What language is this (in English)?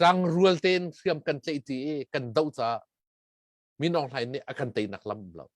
Hakha Chin